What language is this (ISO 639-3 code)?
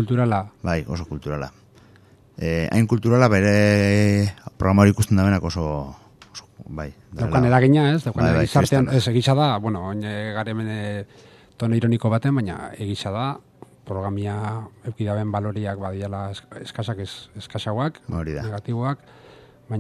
eus